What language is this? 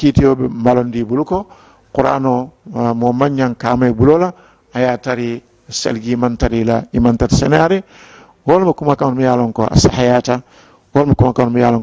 Mandingo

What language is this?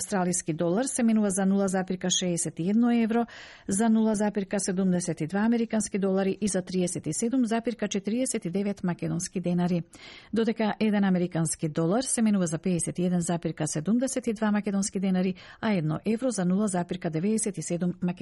Macedonian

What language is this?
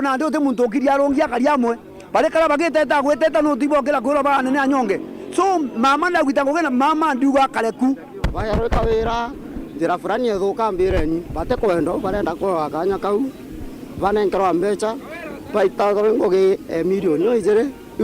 Meru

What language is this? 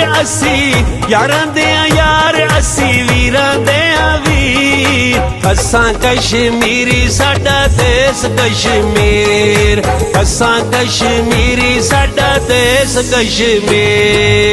Pahari-Potwari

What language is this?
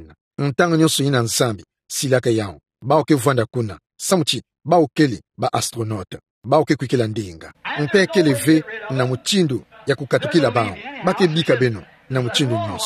Kituba (Democratic Republic of Congo)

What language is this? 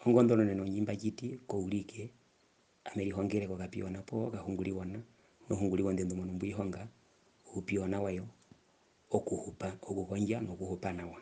Herero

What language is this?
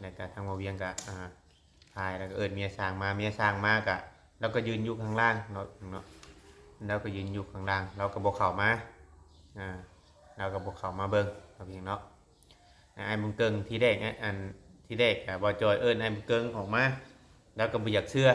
Northeastern Thai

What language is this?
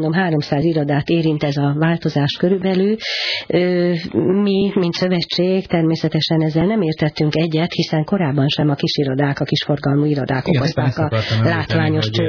Hungarian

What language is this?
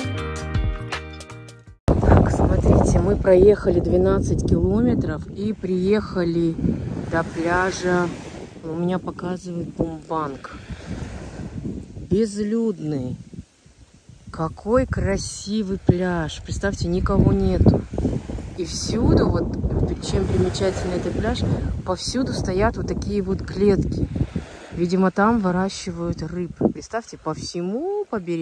Russian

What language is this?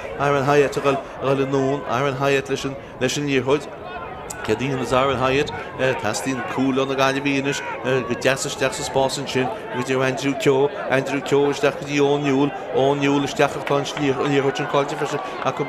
Irish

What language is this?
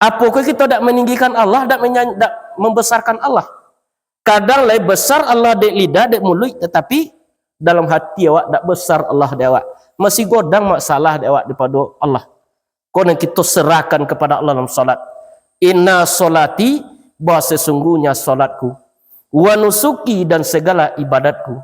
Minangkabau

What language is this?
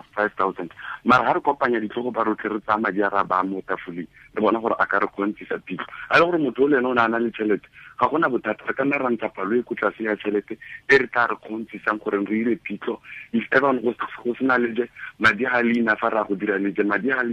Tswana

